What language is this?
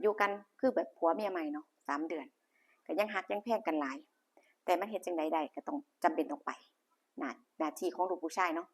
Northeastern Thai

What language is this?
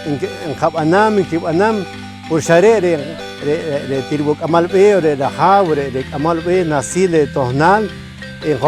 Poqomchi'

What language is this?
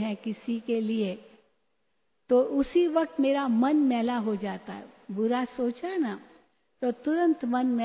Hindi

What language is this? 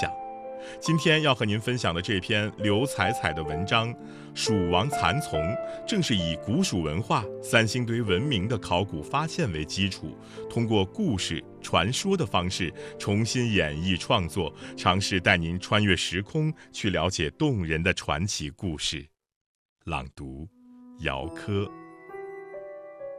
Chinese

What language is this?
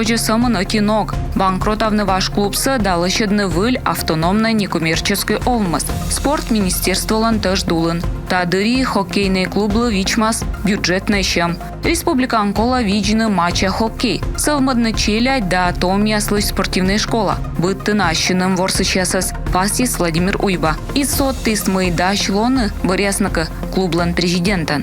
Komi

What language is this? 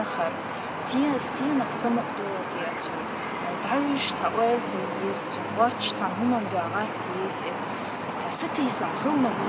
Chechen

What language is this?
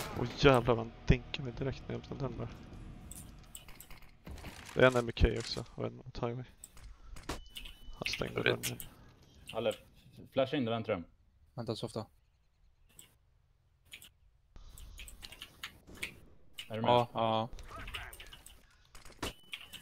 Swedish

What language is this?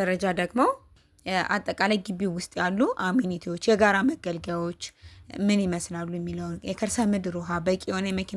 Amharic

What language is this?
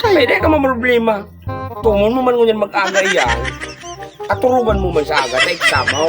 Bikol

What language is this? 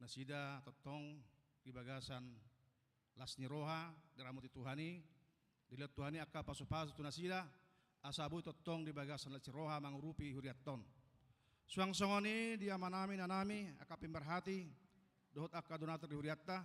Batak Toba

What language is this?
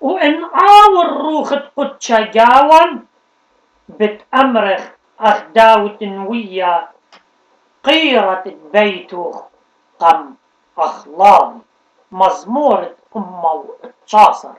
Assyrian Neo-Aramaic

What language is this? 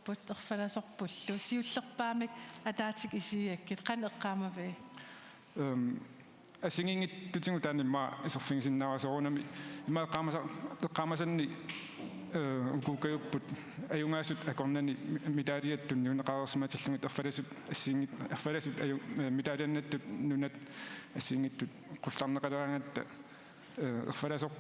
Kalaallisut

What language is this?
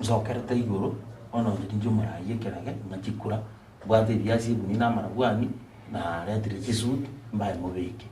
Gusii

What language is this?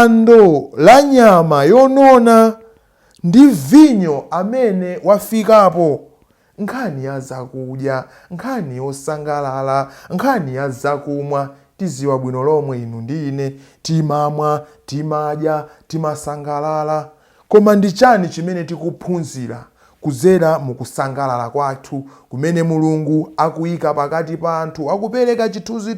Nyanja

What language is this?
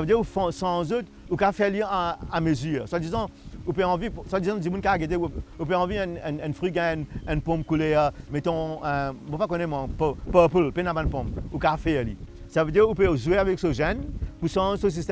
Morisyen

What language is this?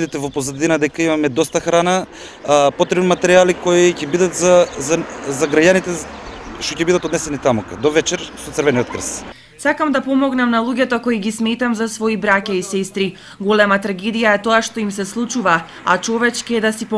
Macedonian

